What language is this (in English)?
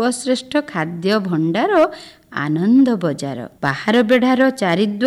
Odia